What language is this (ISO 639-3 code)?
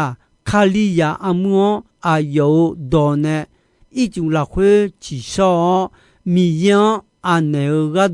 ahk